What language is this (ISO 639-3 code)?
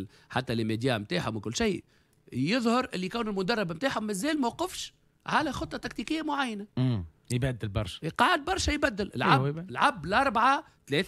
aeb